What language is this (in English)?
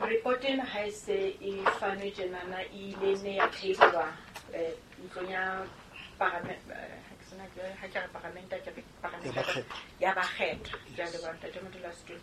Southern Sotho